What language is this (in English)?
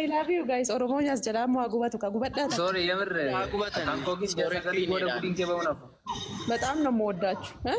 Oromo